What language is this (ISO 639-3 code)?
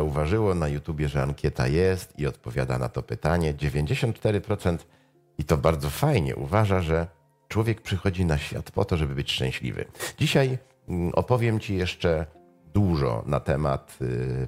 pol